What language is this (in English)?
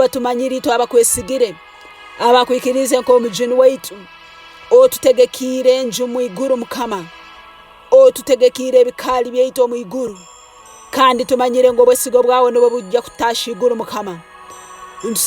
Tooro